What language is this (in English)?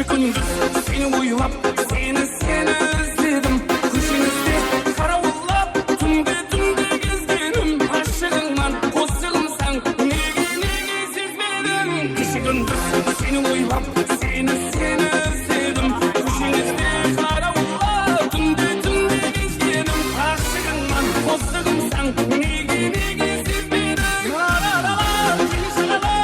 Kara-Kalpak